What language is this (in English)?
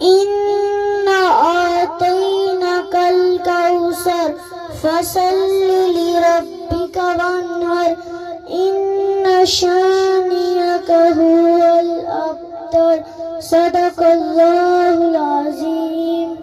Pahari-Potwari